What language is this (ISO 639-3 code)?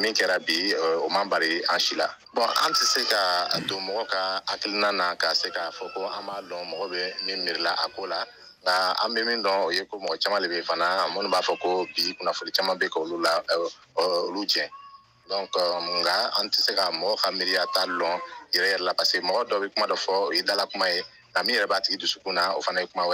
bam